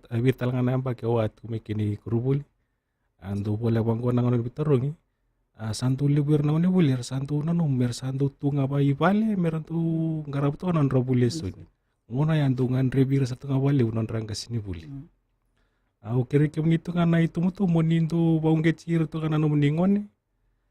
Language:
Fijian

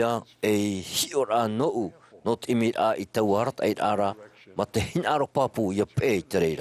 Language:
Tahitian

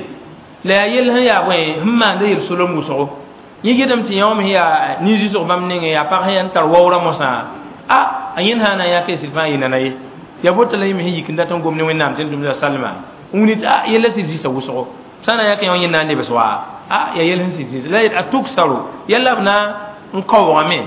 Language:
Mossi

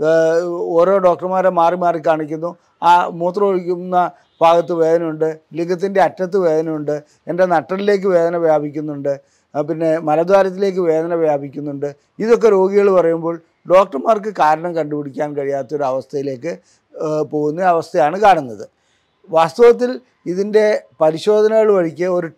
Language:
Malayalam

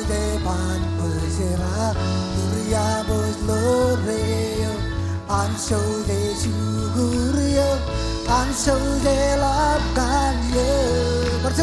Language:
Marshallese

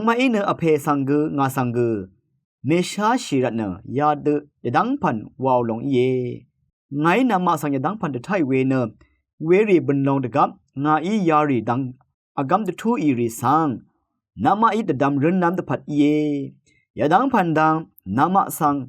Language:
Rawang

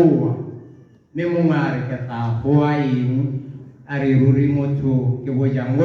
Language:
Tswana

